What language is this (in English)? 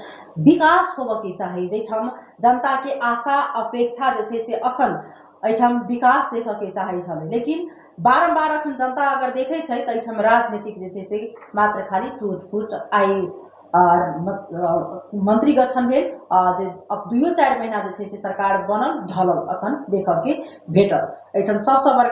Maithili